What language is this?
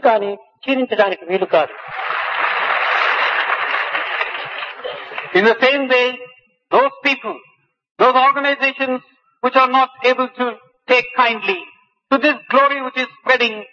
Telugu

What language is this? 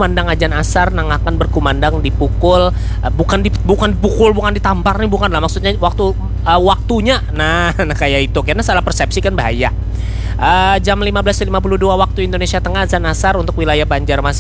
Banjar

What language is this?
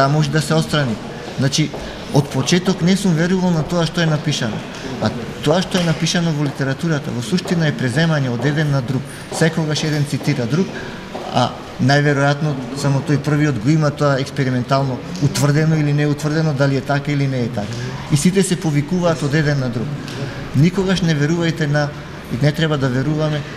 Macedonian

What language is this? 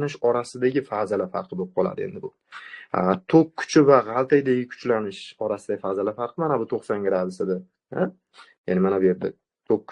Uzbek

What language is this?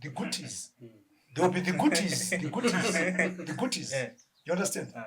Shona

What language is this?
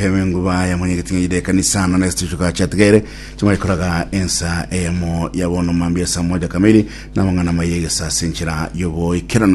Gusii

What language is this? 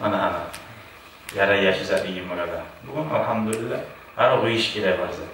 Kumyk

